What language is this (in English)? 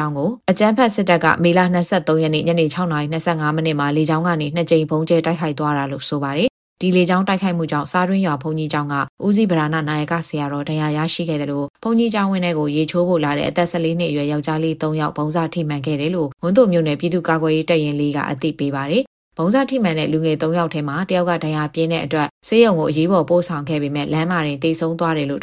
Burmese